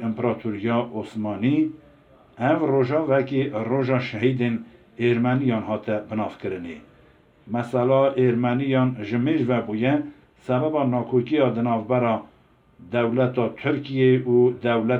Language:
Kurdish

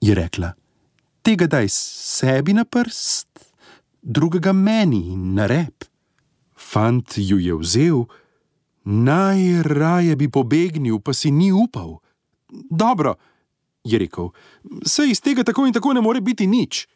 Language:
Slovenian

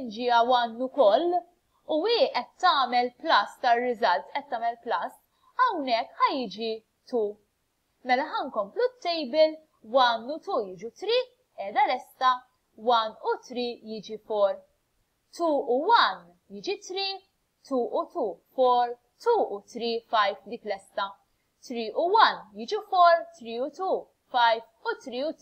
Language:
Maltese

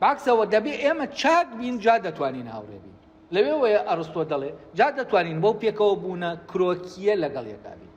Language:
Central Kurdish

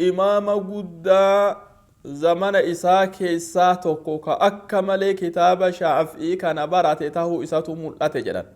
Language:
Oromo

